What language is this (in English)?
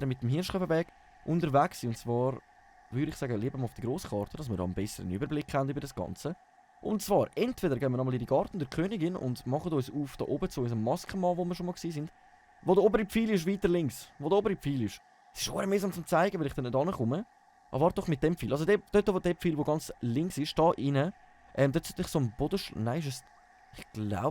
Swiss German